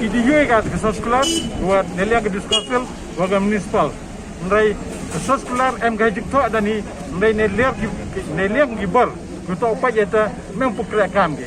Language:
Pnar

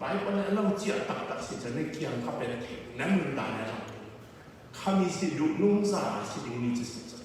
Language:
Falam Chin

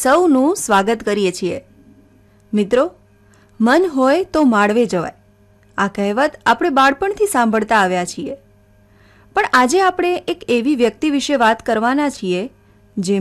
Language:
Gujarati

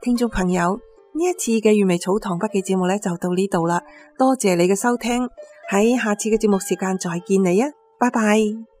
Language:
Cantonese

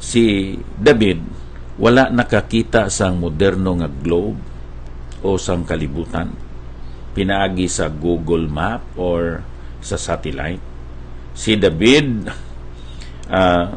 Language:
Hiligaynon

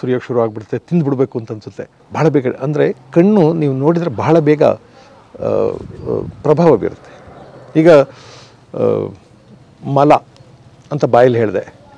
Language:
Kannada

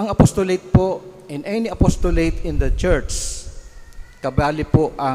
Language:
Bikol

